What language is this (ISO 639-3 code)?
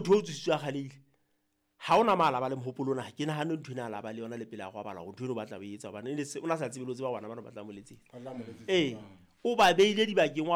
sot